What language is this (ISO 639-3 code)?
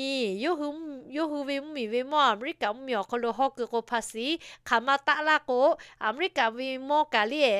lhu